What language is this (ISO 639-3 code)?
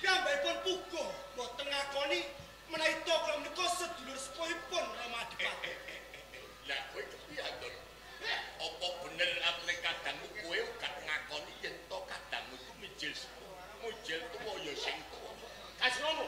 jav